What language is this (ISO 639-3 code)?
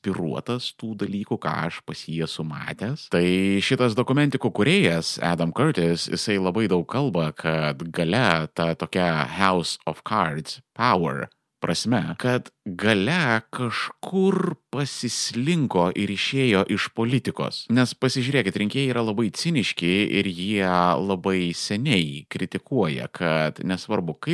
lit